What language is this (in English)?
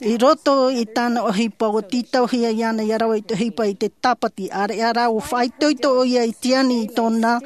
Tahitian